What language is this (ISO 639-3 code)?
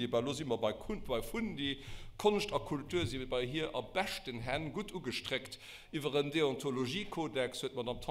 ltz